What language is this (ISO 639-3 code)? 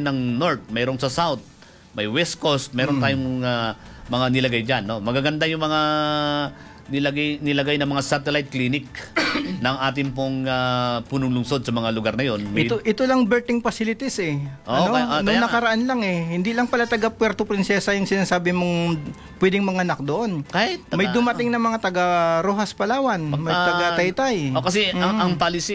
fil